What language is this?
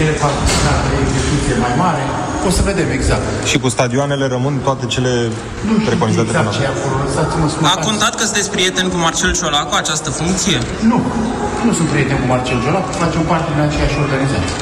Romanian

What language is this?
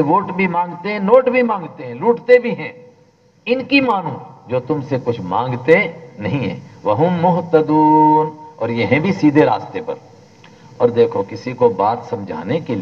Urdu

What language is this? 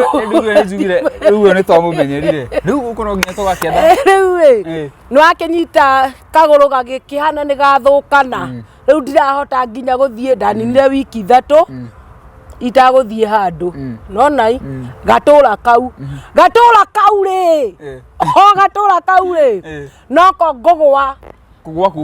Kikuyu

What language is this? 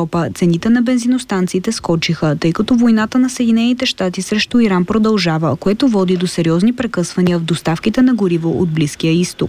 Bulgarian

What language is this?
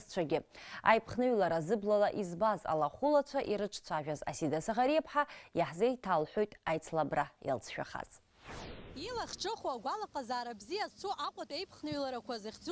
Abkhazian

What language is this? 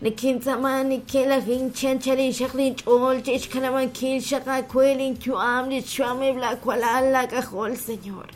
Kekchí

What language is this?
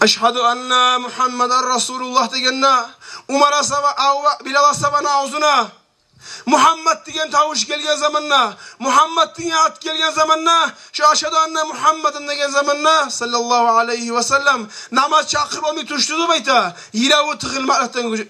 Kumyk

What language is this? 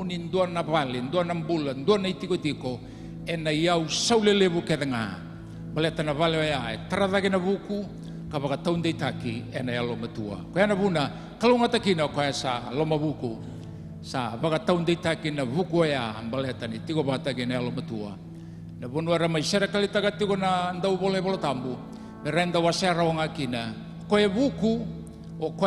Fijian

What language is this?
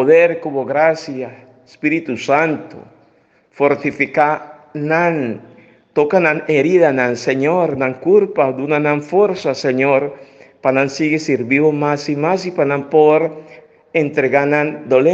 Papiamento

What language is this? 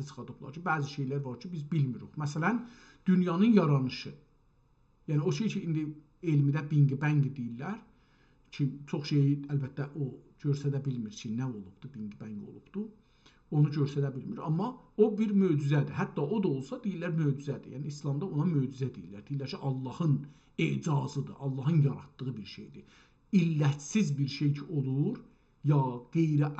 South Azerbaijani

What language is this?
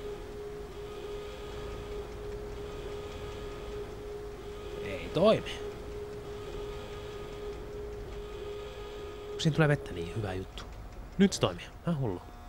Finnish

